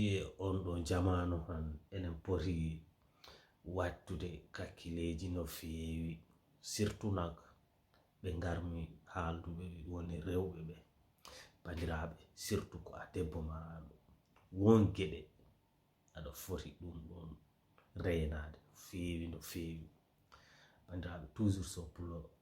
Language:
Fula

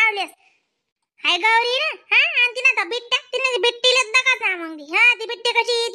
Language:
Khandesi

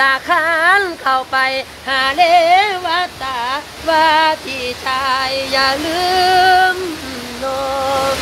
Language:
Lao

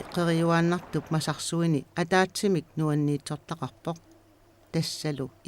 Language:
Kalaallisut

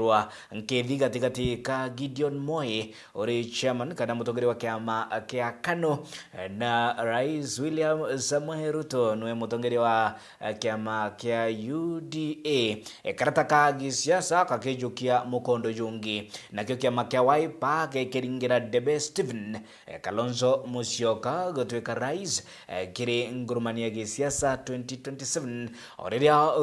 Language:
Meru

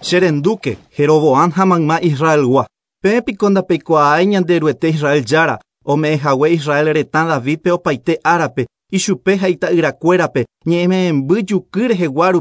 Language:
Guarani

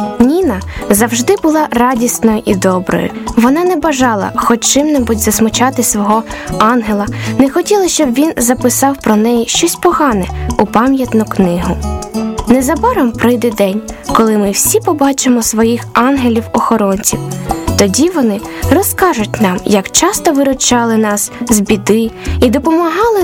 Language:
Ukrainian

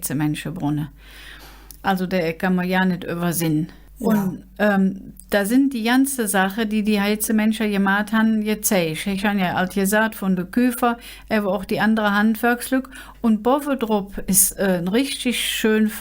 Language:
Colognian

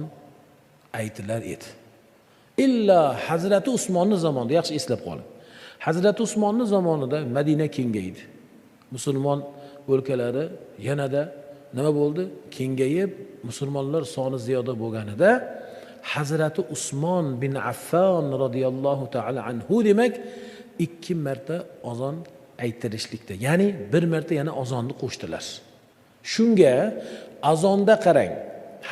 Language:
Uzbek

